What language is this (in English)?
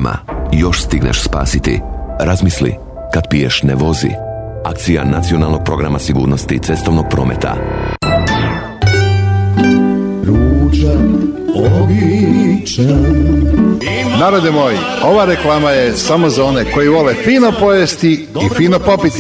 Croatian